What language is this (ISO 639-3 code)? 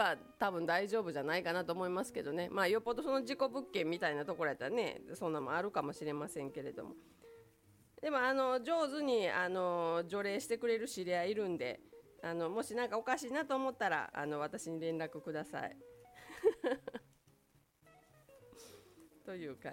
jpn